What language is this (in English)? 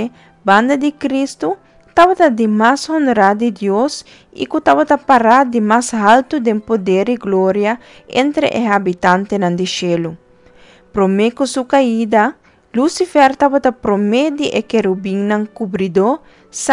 Papiamento